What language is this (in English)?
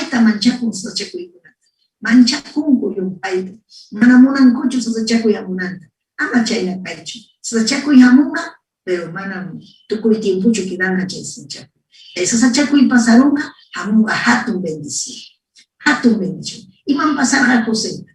Ayacucho Quechua